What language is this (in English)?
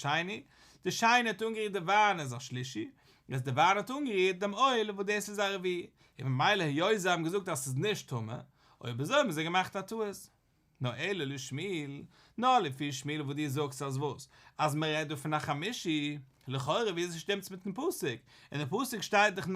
Yiddish